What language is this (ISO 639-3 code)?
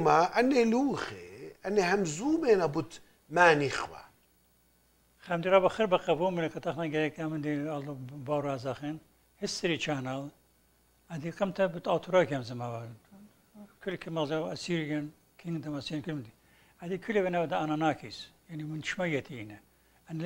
aii